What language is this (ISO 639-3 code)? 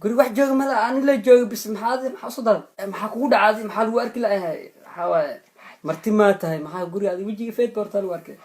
som